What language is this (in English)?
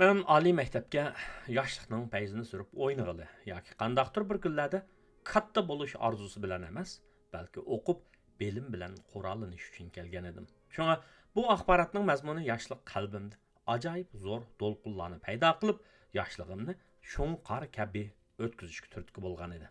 Uyghur